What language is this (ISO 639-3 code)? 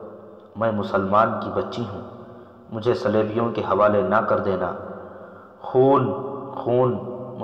urd